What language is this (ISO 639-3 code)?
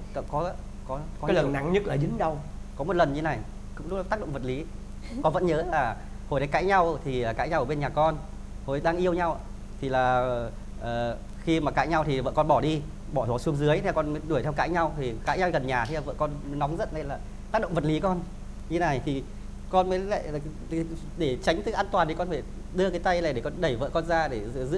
vie